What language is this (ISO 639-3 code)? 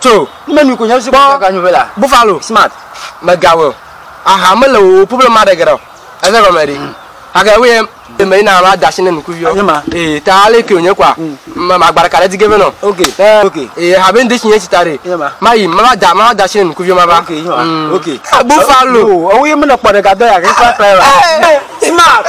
ewe